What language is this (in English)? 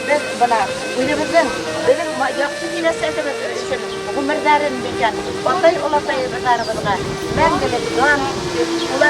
Bashkir